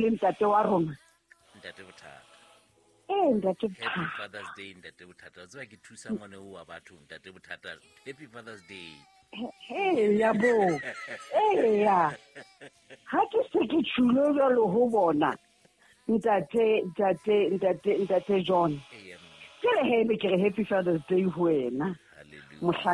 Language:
Southern Sotho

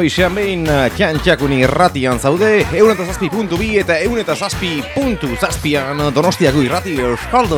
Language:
Basque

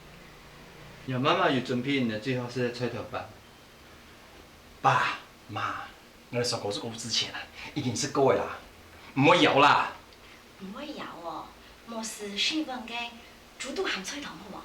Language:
Hakka Chinese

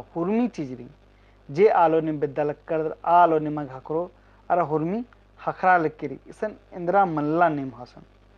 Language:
Kurukh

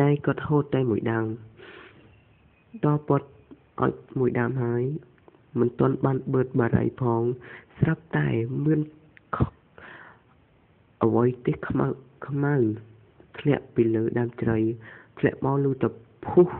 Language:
Khmer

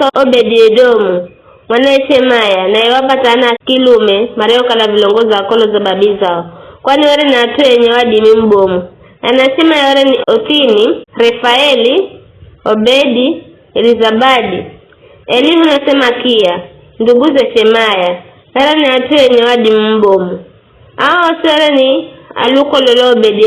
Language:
Giryama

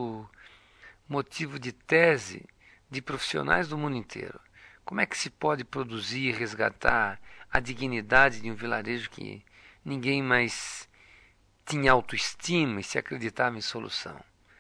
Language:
Portuguese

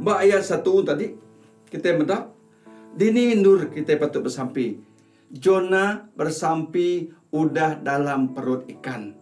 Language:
Iban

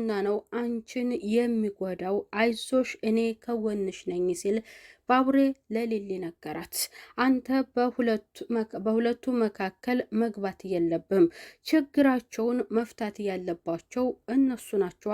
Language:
Amharic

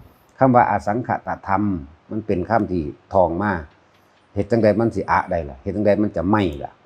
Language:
Northeastern Thai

